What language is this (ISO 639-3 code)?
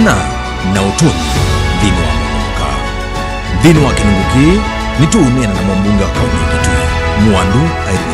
kam